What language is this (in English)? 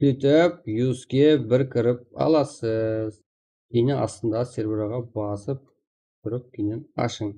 Kara-Kalpak